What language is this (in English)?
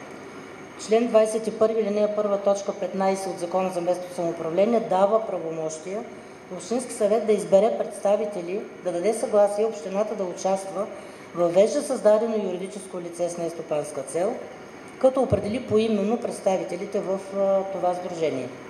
Bulgarian